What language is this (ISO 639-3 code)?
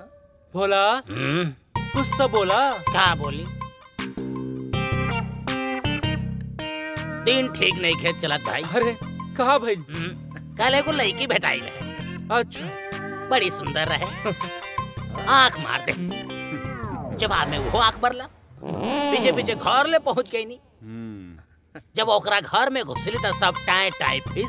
bho